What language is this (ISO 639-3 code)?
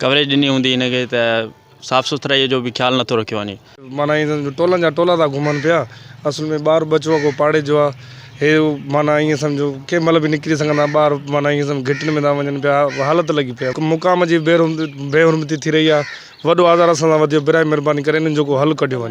snd